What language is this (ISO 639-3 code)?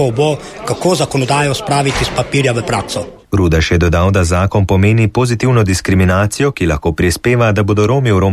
slv